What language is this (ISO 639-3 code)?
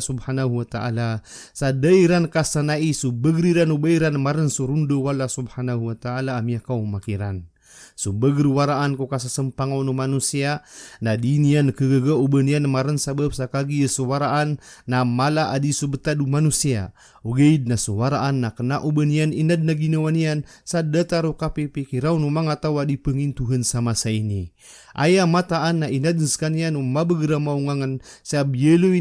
mrw